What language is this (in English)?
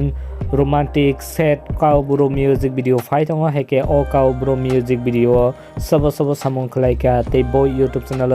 Kok Borok